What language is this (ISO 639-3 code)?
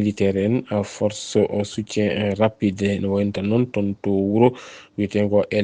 ful